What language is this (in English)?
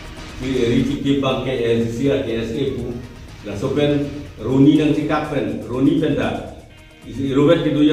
Karbi